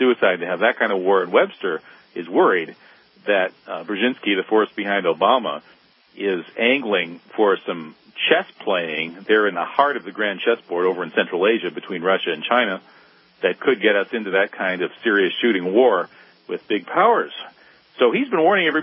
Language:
English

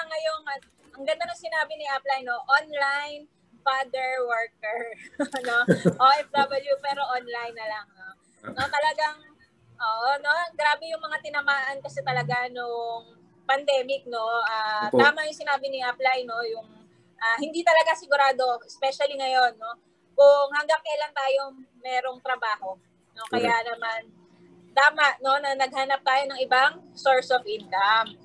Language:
Filipino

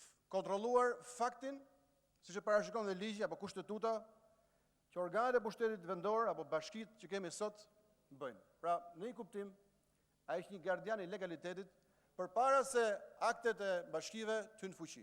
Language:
Albanian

